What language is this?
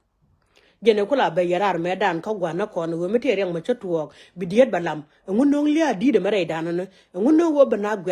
Nuer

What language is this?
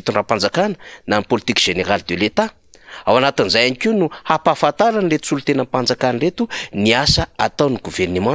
Malagasy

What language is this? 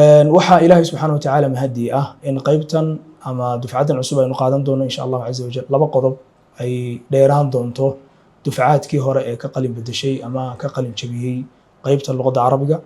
Somali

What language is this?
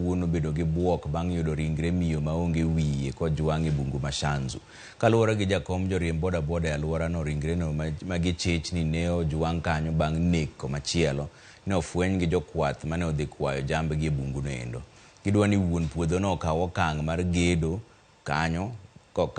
Luo (Kenya and Tanzania)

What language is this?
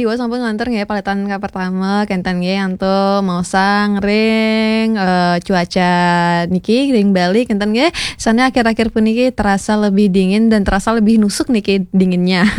Balinese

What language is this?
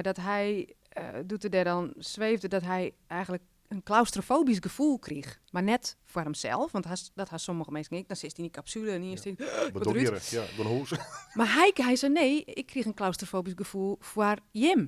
Western Frisian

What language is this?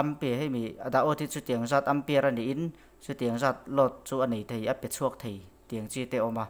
Mizo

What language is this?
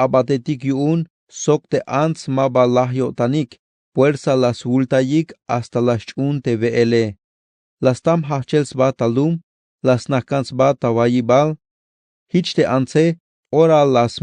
Tzeltal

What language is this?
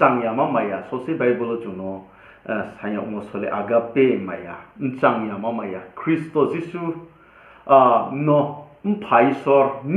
Riang (India)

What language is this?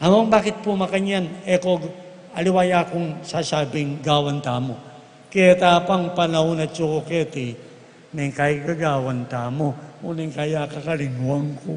Pampanga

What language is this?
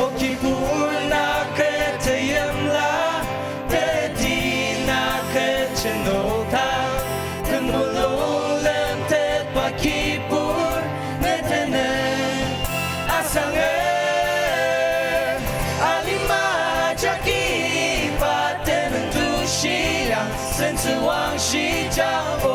Ao Naga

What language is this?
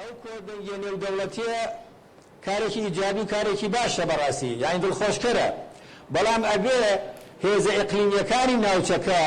Central Kurdish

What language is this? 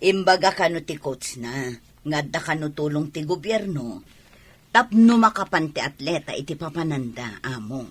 Iloko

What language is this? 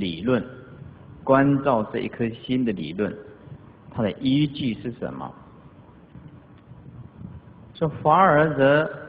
Chinese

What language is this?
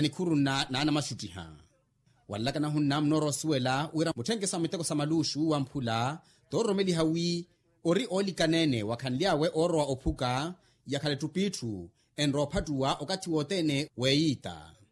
Makhuwa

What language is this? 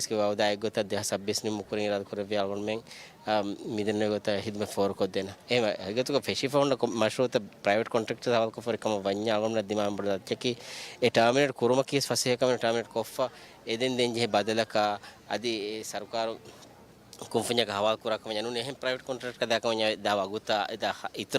Divehi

